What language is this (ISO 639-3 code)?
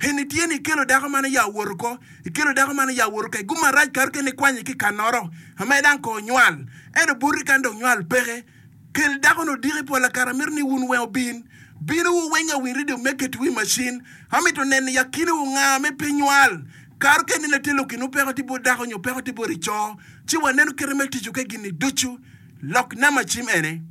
ach